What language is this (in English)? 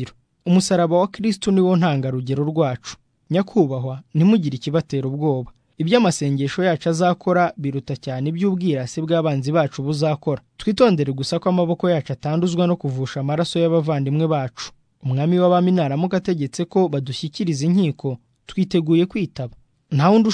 Kinyarwanda